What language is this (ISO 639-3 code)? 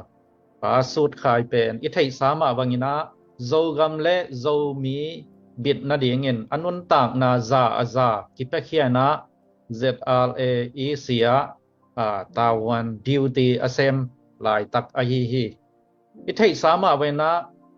ctd